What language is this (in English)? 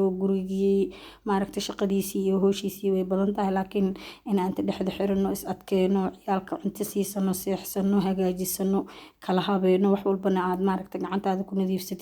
Somali